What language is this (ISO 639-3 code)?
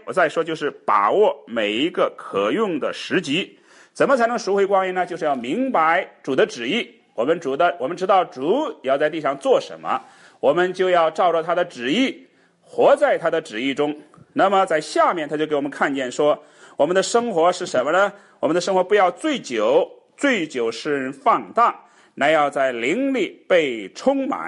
zho